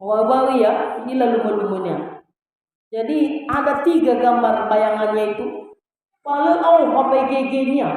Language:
Nias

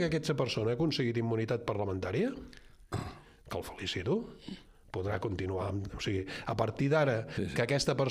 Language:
Catalan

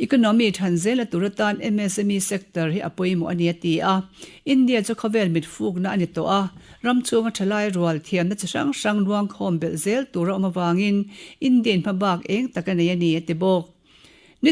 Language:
Mizo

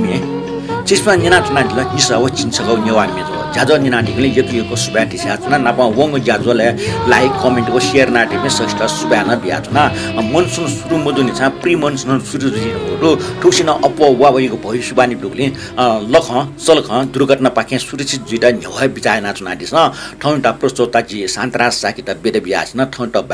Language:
Newari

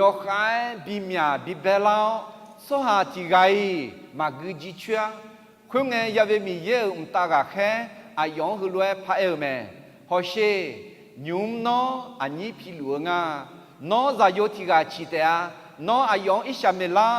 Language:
Akha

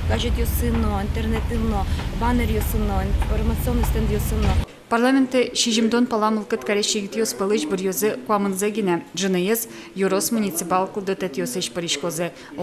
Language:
Udmurt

